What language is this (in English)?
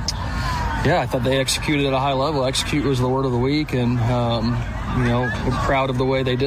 English